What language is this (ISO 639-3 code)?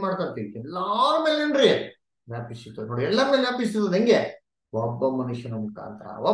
kan